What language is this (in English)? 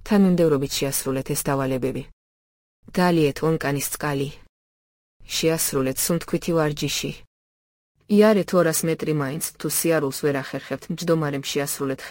Georgian